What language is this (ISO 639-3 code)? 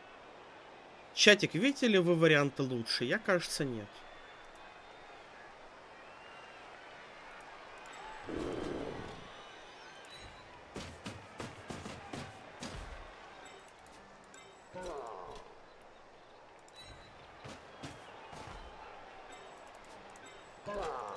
rus